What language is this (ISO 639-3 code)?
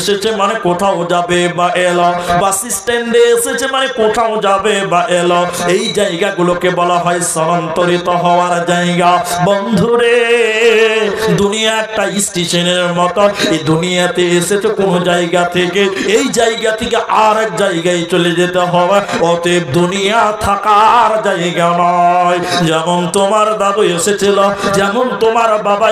ben